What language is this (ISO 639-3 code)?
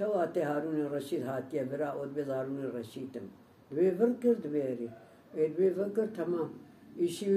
kur